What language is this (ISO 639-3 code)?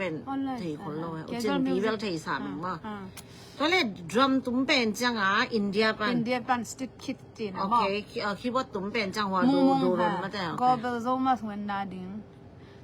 ctd